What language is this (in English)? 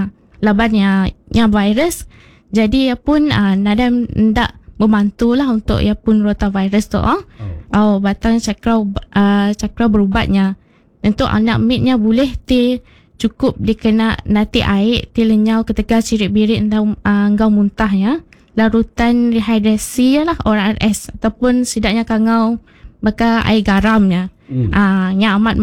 Iban